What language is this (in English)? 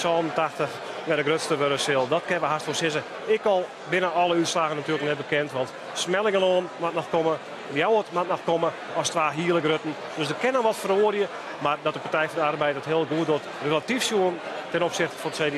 Western Frisian